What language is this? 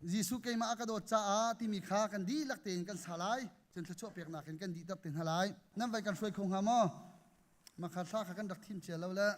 Hakha Chin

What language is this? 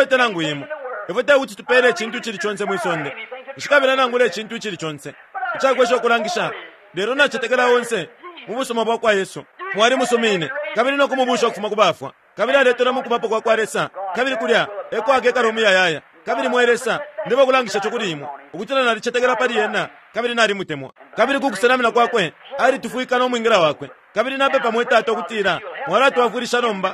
Bemba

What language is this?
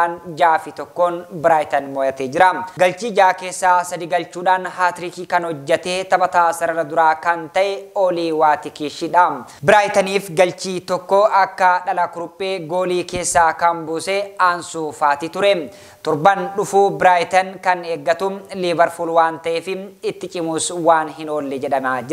Oromo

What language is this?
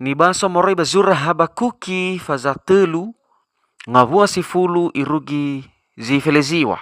Nias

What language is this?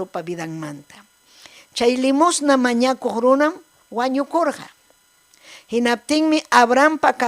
Ayacucho Quechua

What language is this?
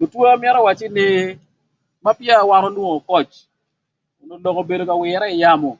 Acoli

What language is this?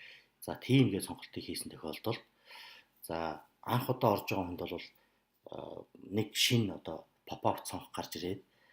Mongolian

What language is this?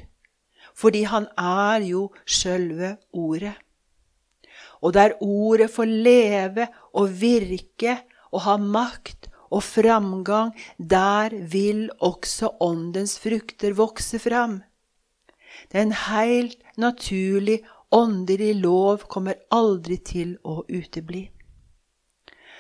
Norwegian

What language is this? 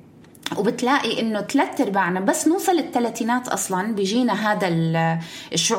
North Levantine Arabic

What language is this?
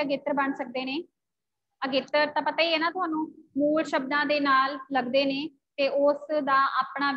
Punjabi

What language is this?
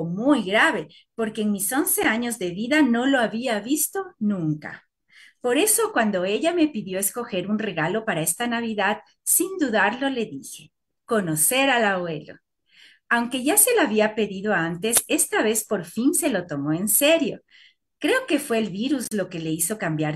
Spanish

